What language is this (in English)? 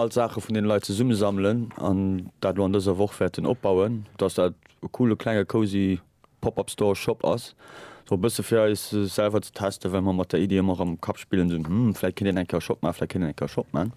Luxembourgish